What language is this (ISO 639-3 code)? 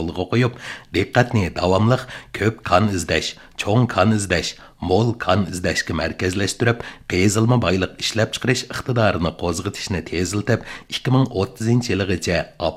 uig